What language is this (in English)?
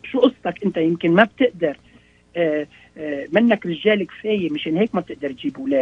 North Levantine Arabic